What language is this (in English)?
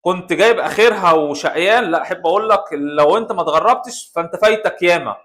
Egyptian Arabic